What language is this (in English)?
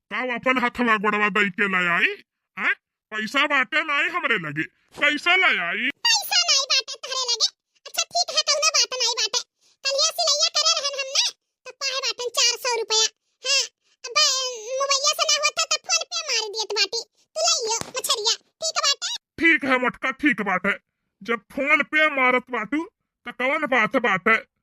Bhojpuri